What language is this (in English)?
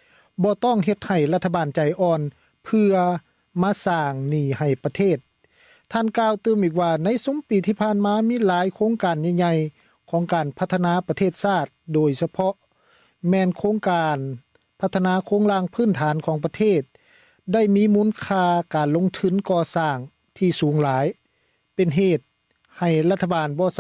Lao